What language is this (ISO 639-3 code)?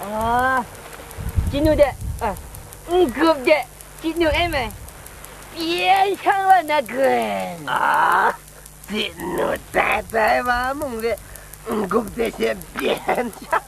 kac